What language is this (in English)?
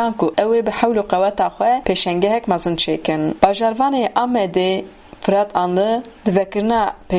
Kurdish